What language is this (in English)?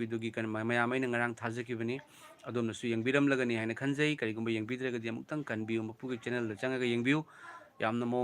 Manipuri